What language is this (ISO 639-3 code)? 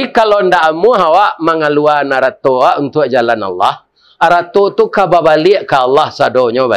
min